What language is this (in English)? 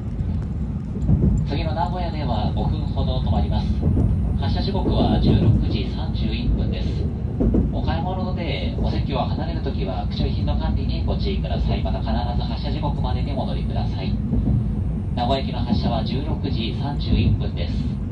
Japanese